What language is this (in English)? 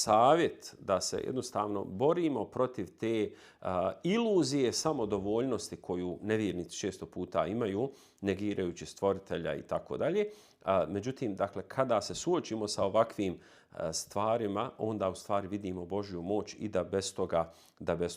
Bosnian